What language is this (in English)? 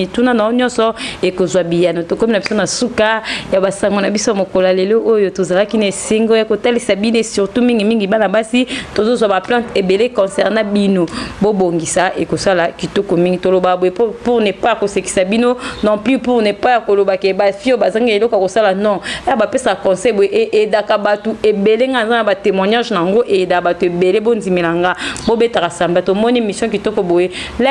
Lingala